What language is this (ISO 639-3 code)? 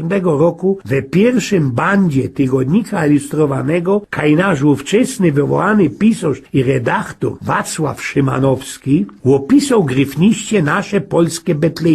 szl